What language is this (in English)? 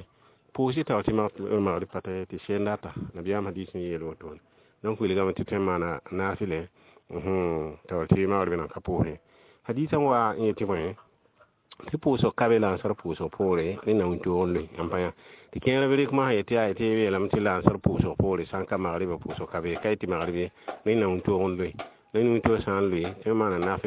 Mossi